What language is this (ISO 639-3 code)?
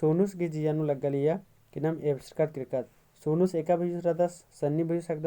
kru